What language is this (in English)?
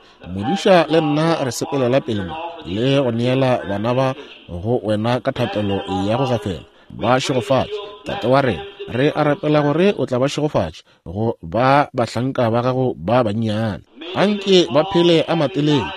Northern Sotho